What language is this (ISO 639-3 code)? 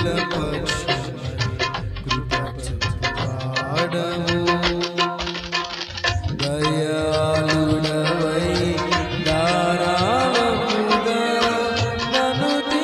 tel